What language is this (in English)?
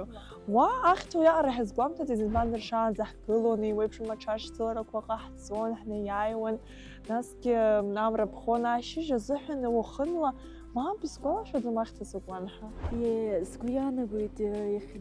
Abkhazian